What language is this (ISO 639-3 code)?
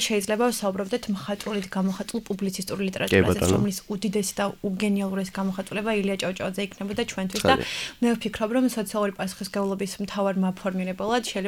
kat